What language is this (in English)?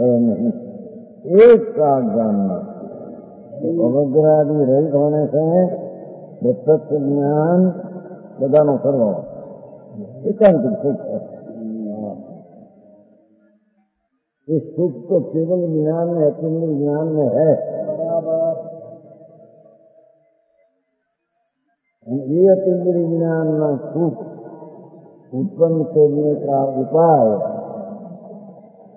Hindi